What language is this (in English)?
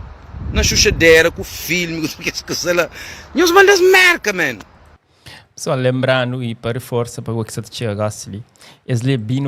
Kabuverdianu